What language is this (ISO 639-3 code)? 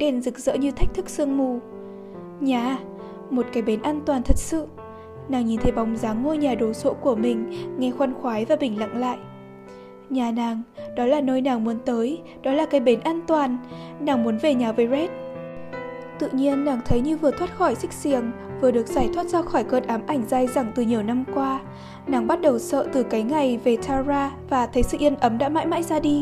vie